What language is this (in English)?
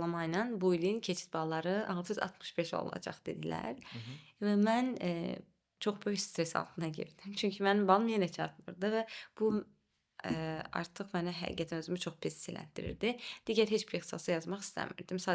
Azerbaijani